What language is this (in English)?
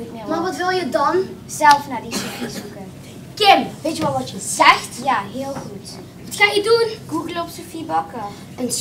Limburgish